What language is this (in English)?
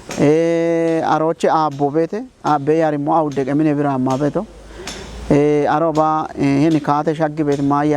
Kafa